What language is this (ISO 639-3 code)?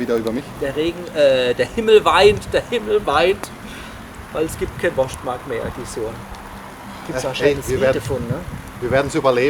pfl